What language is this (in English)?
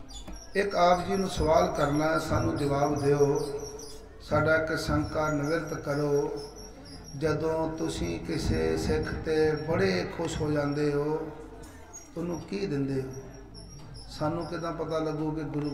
Punjabi